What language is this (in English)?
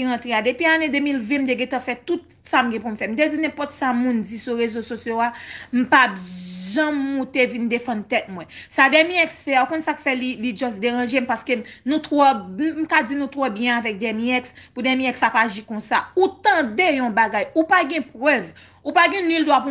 Haitian Creole